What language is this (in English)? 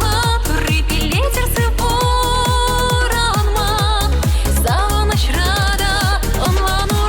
Chuvash